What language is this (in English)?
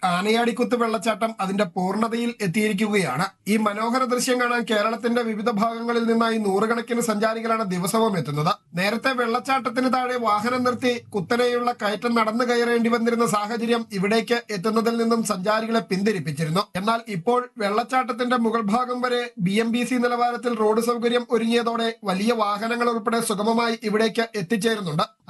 Malayalam